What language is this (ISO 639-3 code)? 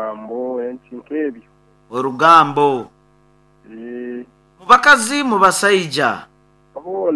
nyo